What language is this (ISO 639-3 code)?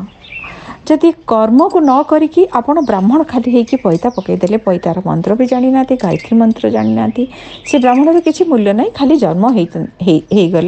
ori